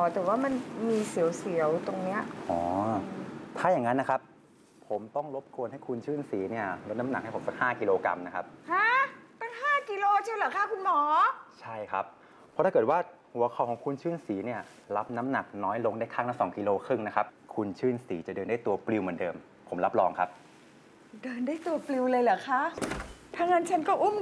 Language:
Thai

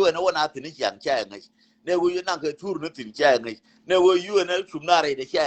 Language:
Nuer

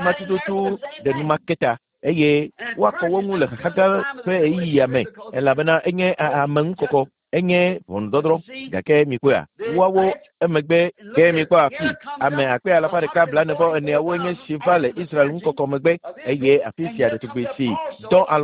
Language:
Ewe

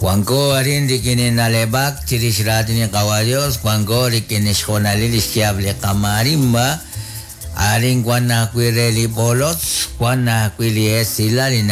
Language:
Kekchí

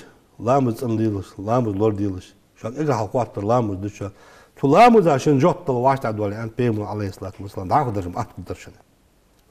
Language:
Ingush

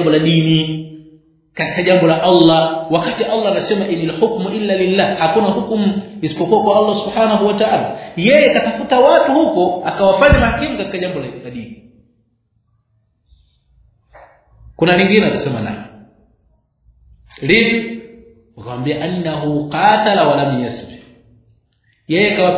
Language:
Swahili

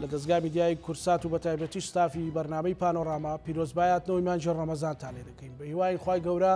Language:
Central Kurdish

